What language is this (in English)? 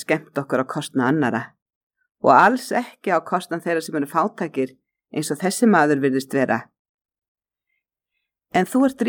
Icelandic